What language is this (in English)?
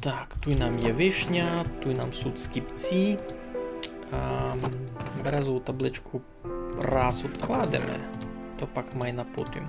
Rusyn